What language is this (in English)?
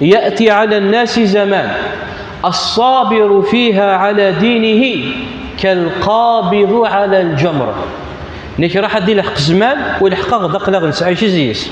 Kabyle